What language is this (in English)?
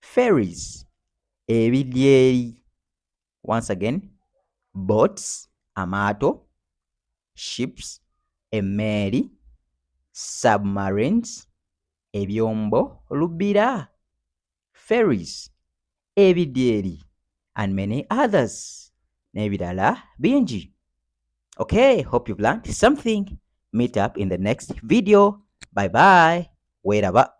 Ganda